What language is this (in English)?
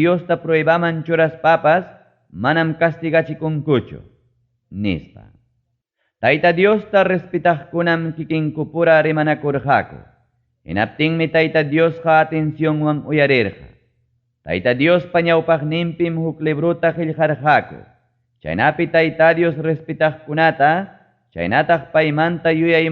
Ayacucho Quechua